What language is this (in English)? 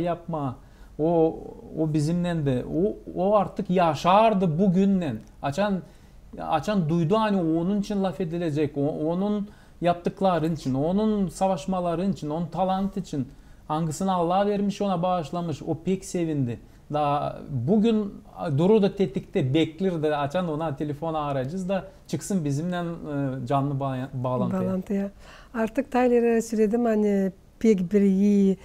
Gagauz